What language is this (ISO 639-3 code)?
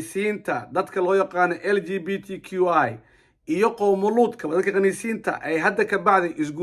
som